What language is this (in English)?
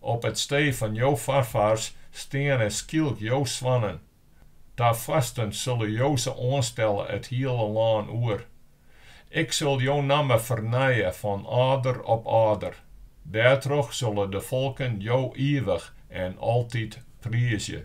Western Frisian